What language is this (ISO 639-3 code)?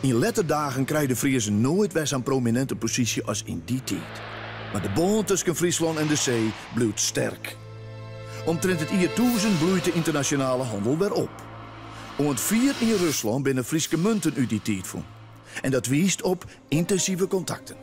fry